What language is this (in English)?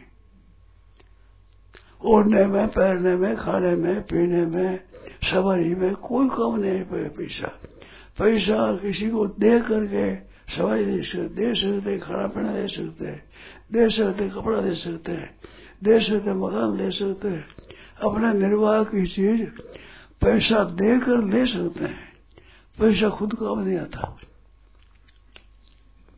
Hindi